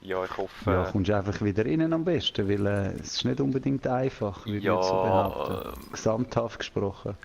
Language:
Swiss German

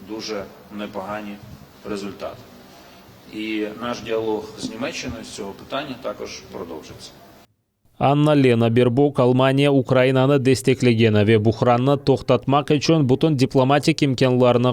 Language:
Crimean Tatar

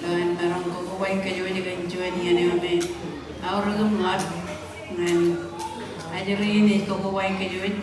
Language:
Marshallese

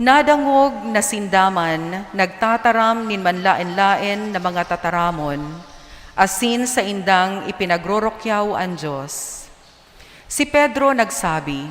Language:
Bikol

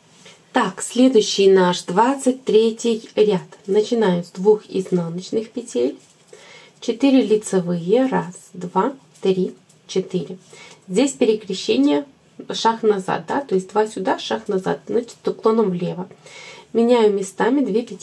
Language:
Russian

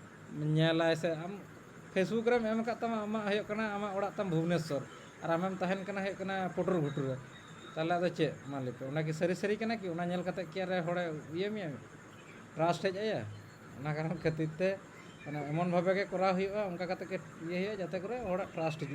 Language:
Santali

